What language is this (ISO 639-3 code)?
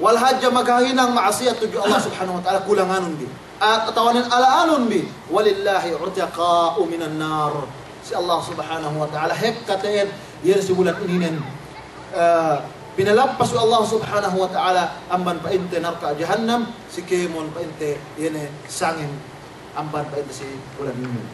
yka